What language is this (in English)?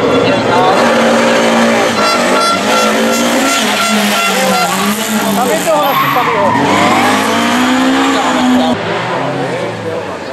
Czech